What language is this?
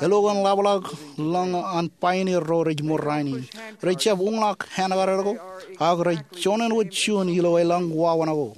Marshallese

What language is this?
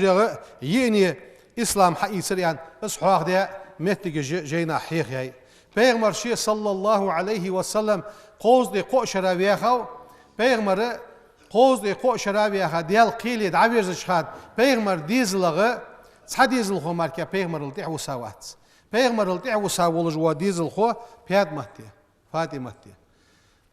Ingush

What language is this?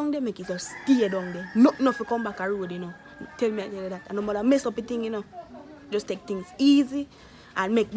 Jamaican Creole English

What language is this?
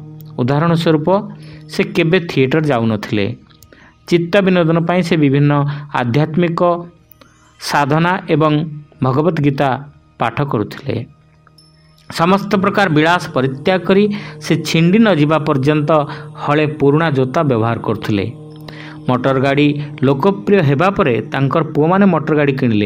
Odia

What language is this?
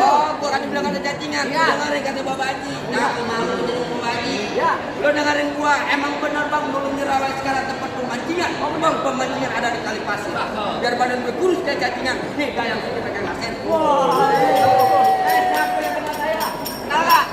Betawi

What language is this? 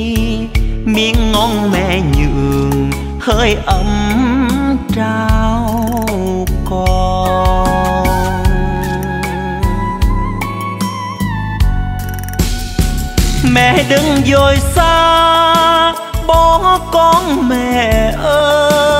Vietnamese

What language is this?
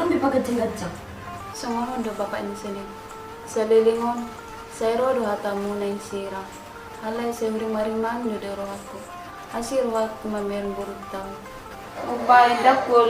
Batak Toba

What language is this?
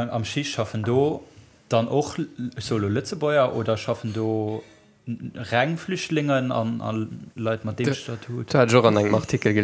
Luxembourgish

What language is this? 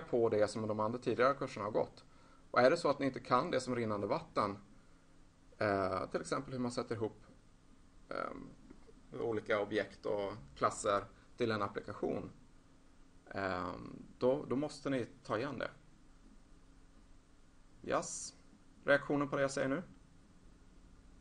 Swedish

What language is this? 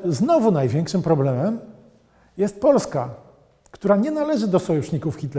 Polish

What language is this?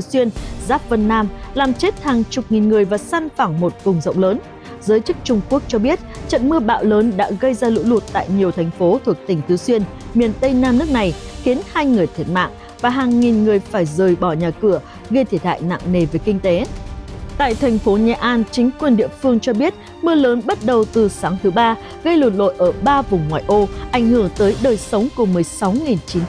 Vietnamese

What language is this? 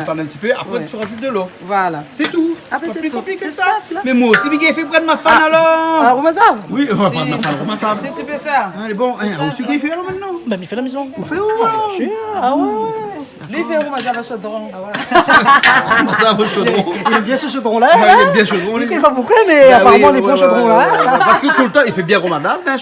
Réunion Creole French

